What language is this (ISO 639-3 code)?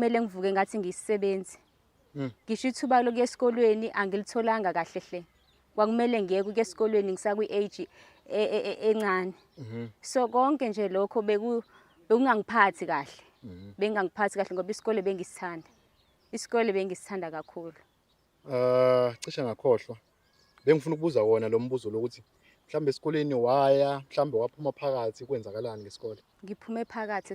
zul